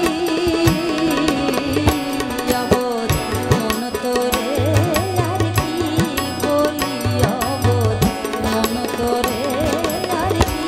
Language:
Bangla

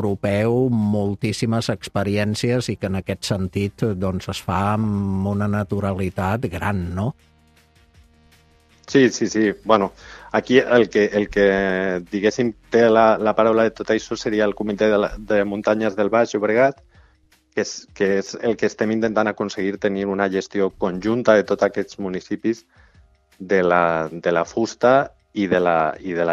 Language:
Catalan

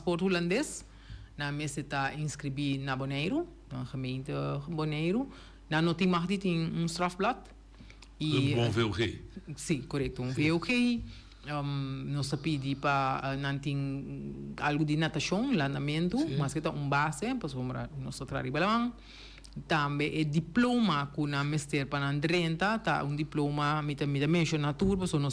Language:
Papiamento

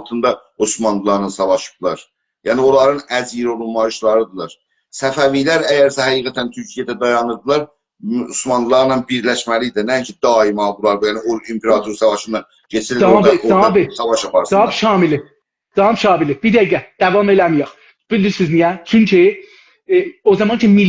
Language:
South Azerbaijani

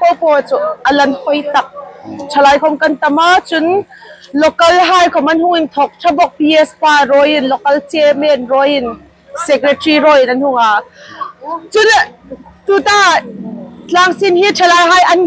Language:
Hmar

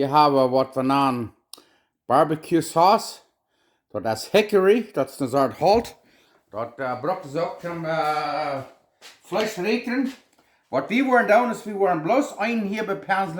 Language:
Plautdietsch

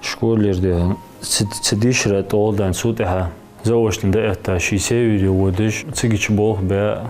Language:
Ingush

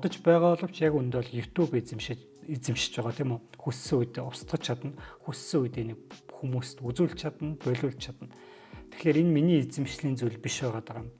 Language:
Mongolian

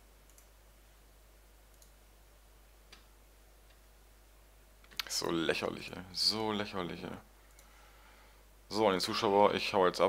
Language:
German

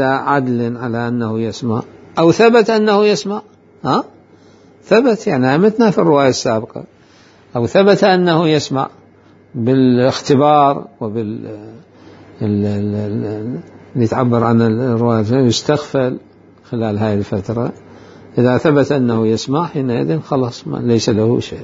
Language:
Mesopotamian Arabic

